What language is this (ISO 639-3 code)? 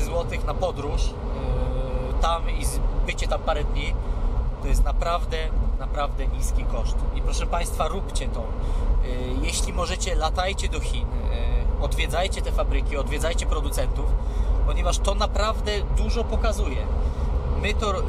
pol